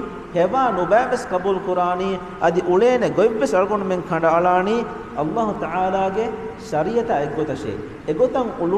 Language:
Divehi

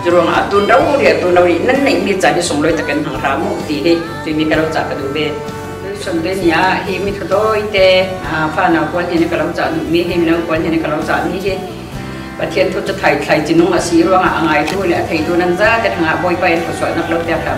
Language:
Falam Chin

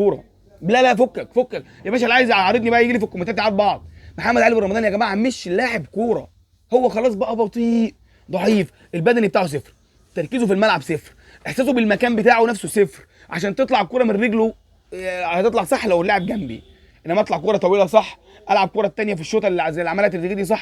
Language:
Egyptian Arabic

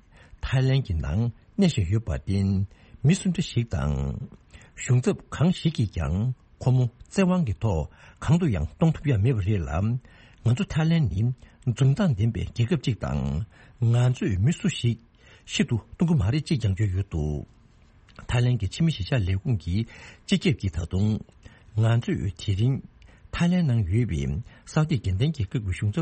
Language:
Tibetan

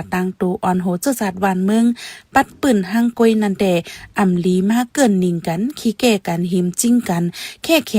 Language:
Shan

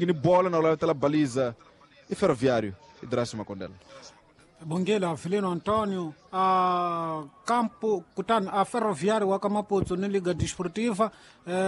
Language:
Tsonga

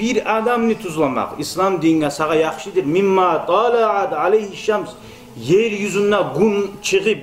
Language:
Kumyk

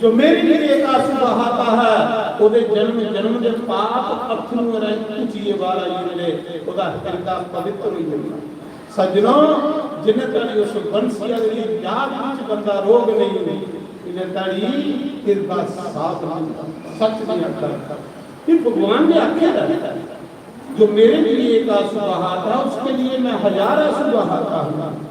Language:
Dogri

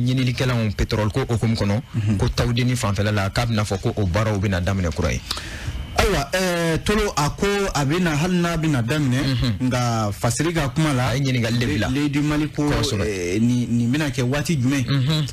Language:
Bambara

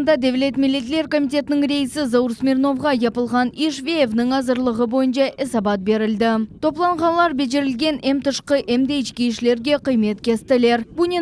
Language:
Crimean Tatar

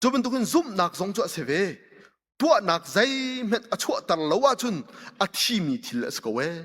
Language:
Hakha Chin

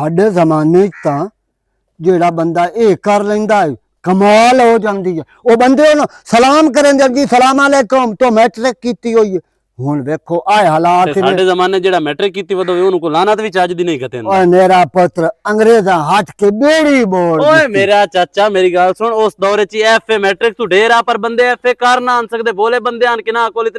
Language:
Western Panjabi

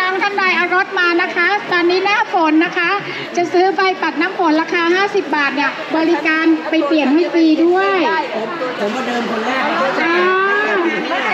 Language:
Thai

